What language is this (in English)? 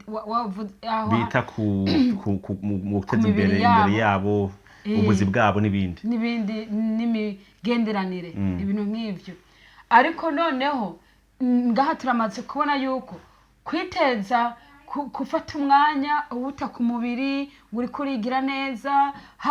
Rundi